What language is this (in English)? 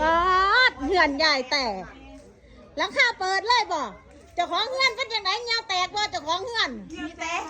Lao